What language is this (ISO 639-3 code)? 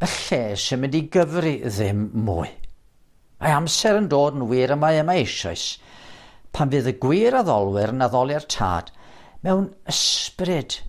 cym